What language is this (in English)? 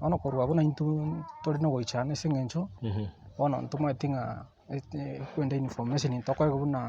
Gusii